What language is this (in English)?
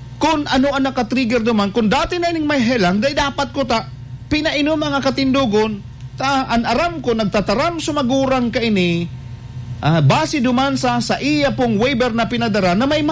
Bikol